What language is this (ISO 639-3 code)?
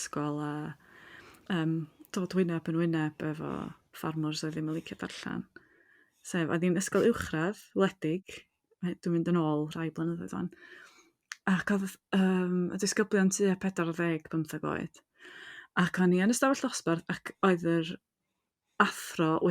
cym